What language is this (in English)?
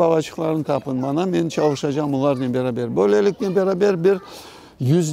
Crimean Tatar